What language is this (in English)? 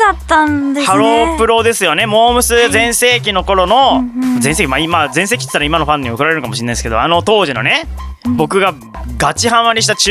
Japanese